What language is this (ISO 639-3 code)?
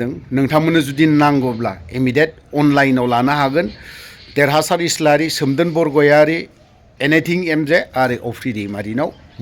brx